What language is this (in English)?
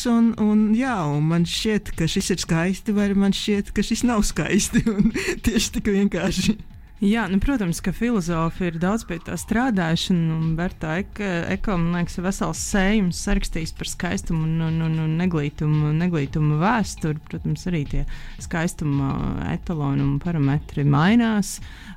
Latvian